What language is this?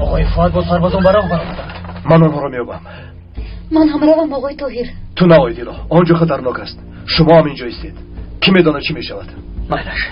Tajik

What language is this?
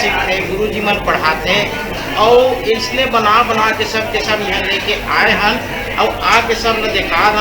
Chhattisgarhi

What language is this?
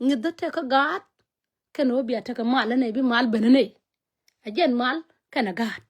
Nuer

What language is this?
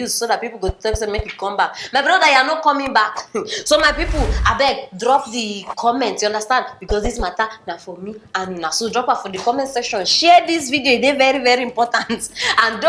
Nigerian Pidgin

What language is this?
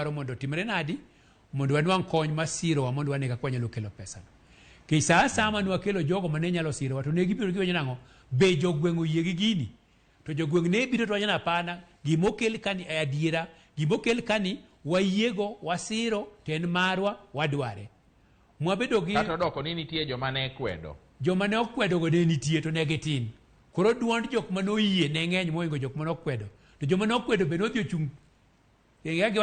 Luo (Kenya and Tanzania)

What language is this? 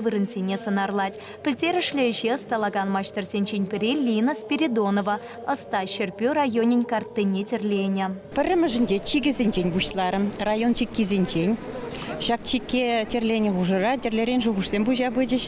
Chuvash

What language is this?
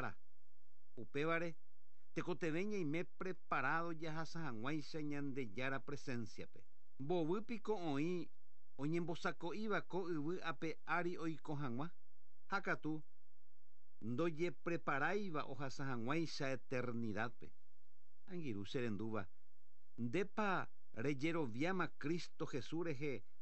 Guarani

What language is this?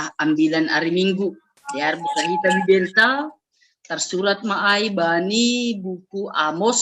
Batak Simalungun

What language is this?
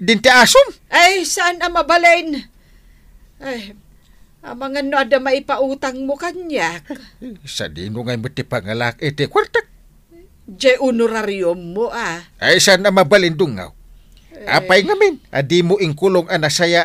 Iloko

